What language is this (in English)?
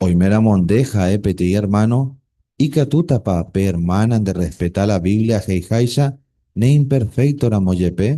Guarani